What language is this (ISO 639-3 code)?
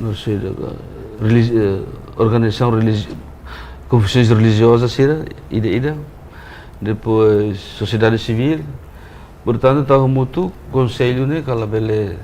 tet